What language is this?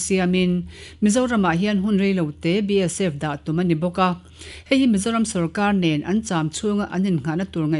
Mizo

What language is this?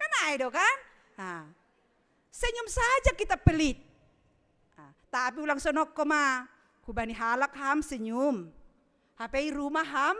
Batak Simalungun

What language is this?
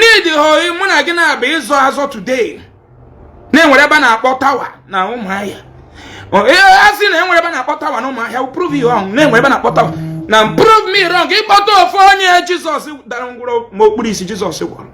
Igbo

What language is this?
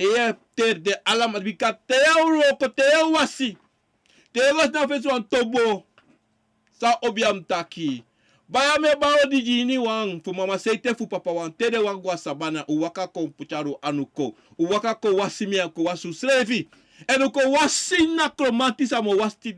Sranan Tongo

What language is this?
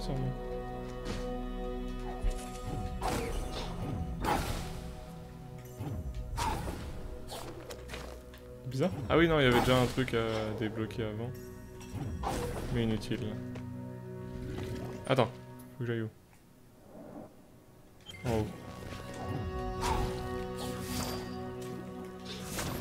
French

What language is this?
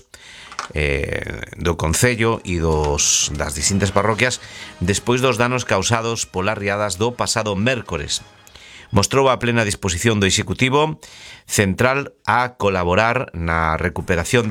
Galician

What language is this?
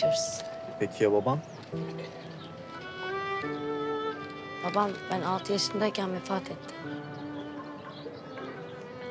Turkish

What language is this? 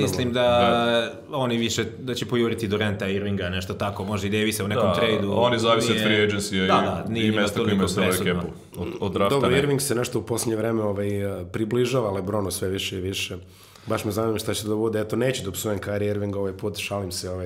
Serbian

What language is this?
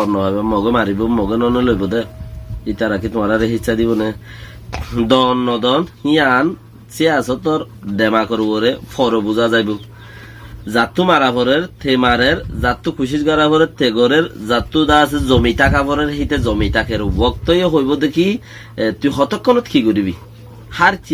Rohingya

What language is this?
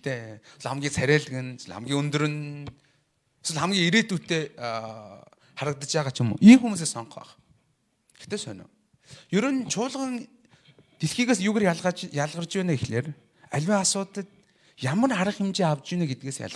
Mongolian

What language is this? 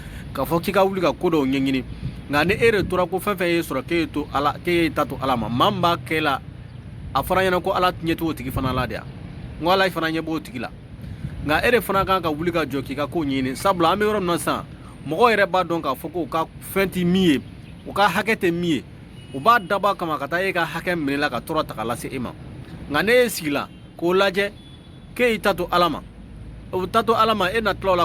Bambara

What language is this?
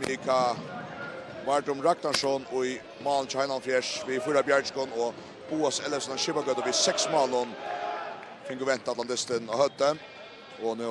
Faroese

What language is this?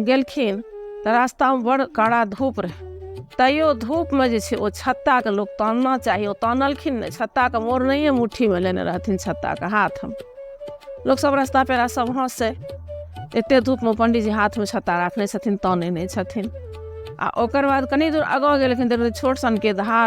Maithili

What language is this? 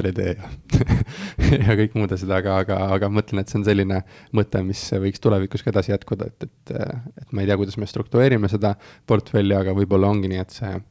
Estonian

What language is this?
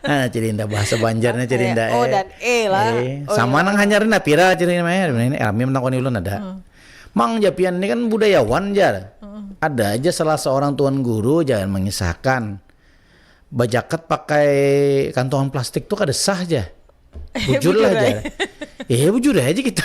Banjar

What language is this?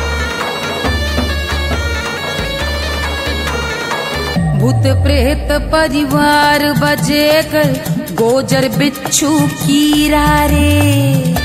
Bhojpuri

